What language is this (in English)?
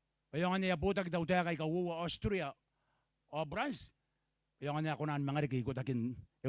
Gilbertese